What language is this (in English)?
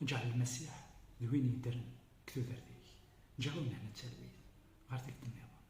Kabyle